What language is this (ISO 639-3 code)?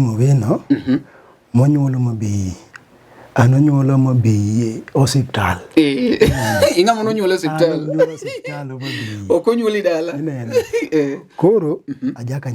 luo